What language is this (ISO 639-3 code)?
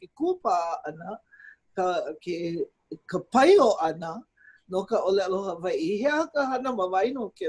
haw